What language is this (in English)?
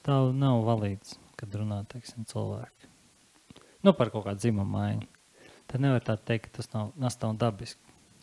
Latvian